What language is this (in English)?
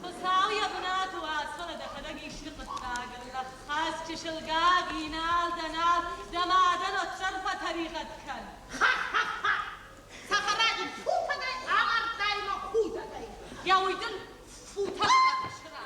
Ossetic